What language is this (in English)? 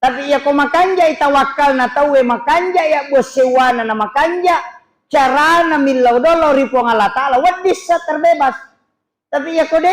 Buginese